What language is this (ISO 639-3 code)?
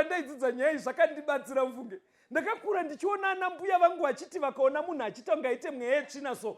sna